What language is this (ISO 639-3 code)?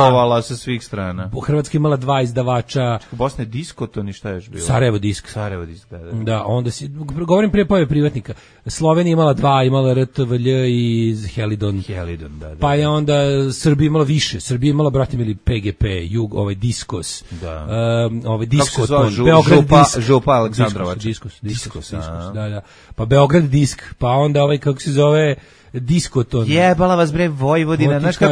srp